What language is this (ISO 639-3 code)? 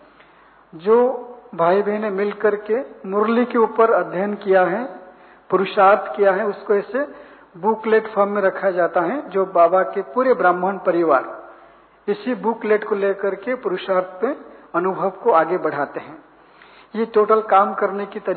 hin